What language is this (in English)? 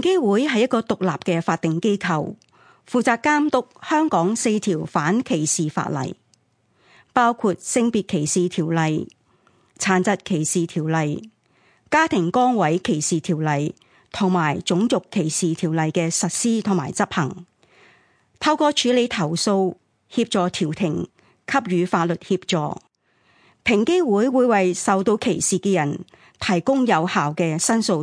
Cantonese